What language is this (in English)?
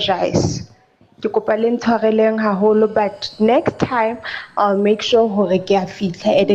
Southern Sotho